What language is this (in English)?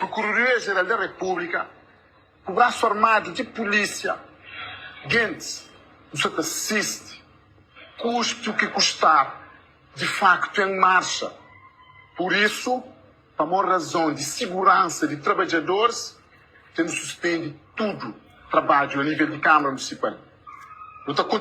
Kabuverdianu